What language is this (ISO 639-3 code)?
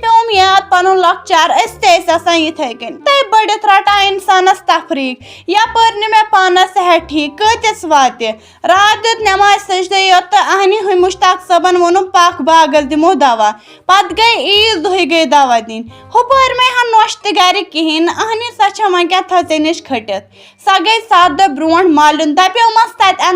kas